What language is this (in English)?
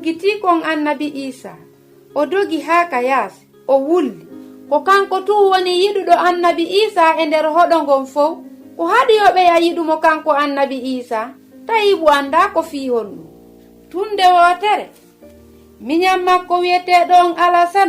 Fula